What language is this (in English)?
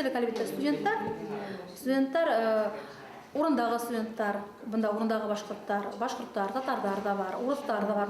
Bashkir